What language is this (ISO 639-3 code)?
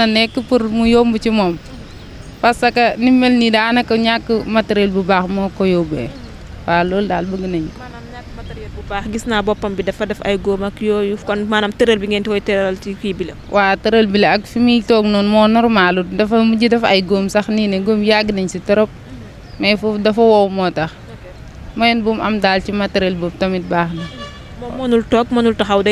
wol